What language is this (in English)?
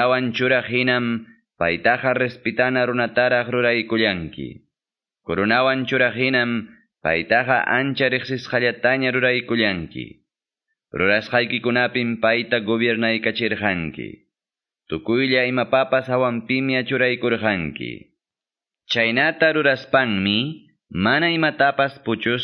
Quechua